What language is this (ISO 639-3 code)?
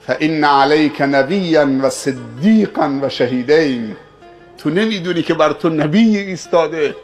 fas